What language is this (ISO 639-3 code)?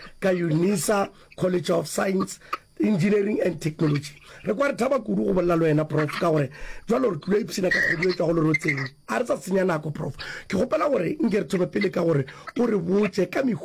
nso